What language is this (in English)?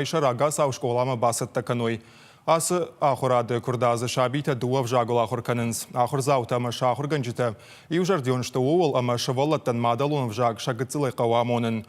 Ossetic